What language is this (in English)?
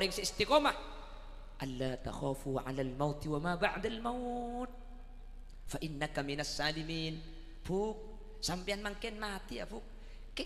Madurese